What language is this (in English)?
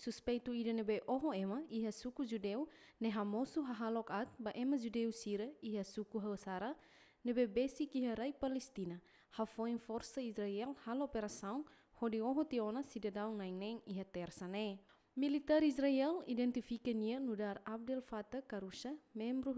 Tetum